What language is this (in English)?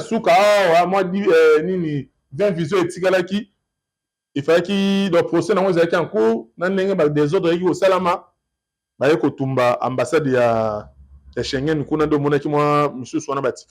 Lingala